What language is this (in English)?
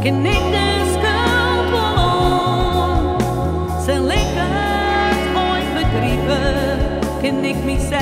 Western Frisian